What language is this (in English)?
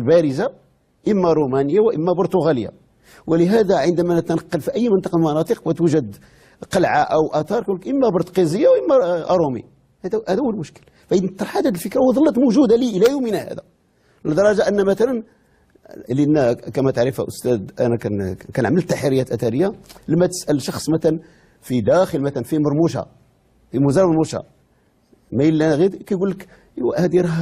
Moroccan Arabic